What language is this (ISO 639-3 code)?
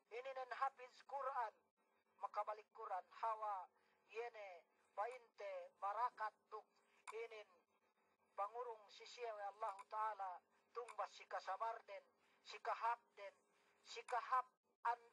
yka